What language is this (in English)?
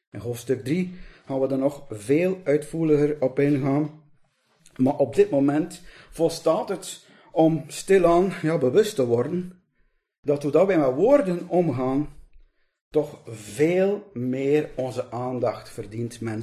Dutch